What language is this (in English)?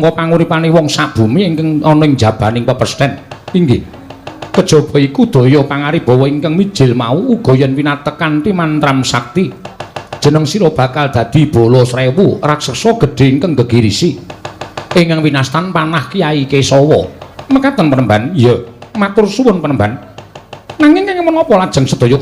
Javanese